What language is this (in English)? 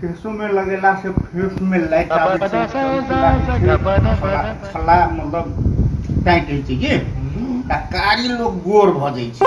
Maithili